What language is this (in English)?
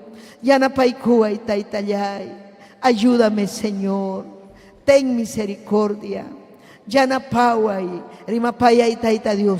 Ayacucho Quechua